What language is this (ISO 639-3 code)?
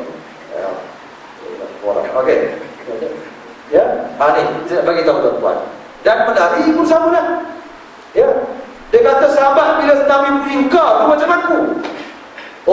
msa